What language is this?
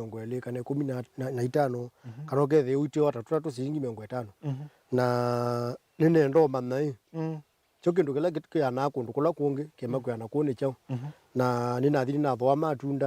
Kamba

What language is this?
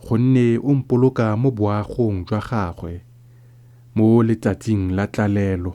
Tswana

